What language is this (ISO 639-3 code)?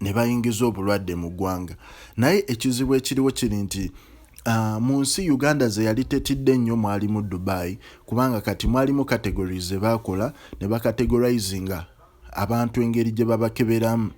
lug